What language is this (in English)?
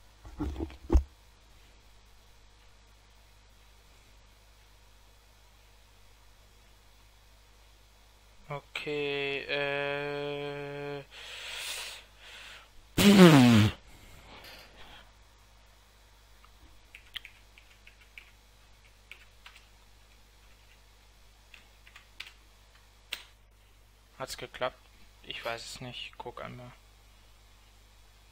German